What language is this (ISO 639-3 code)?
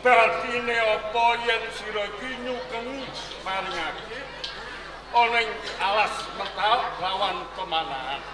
jav